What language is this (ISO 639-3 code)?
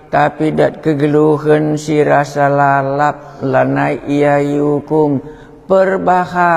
btx